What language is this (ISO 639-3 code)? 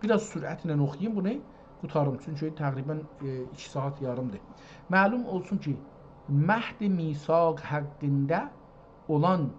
azb